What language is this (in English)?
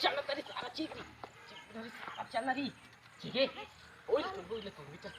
Chhattisgarhi